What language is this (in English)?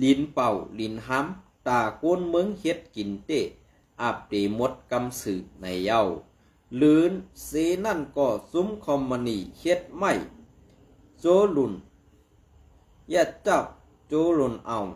Shan